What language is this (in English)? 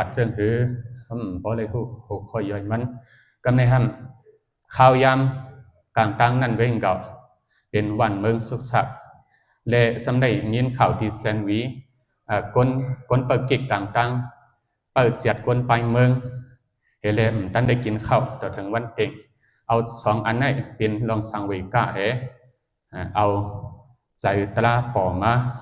Shan